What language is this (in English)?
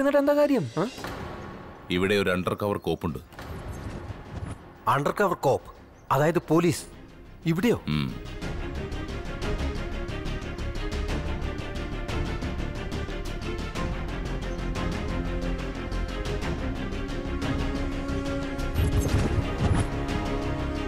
Malayalam